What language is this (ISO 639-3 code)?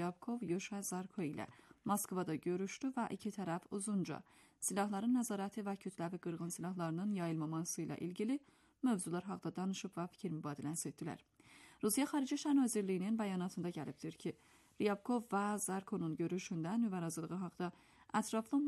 aze